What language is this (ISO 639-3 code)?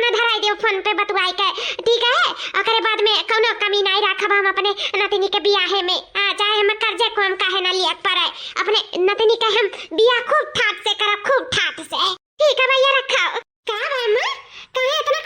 awa